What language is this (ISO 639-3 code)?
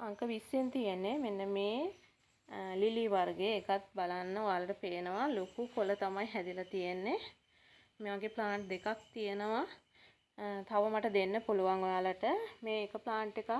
sin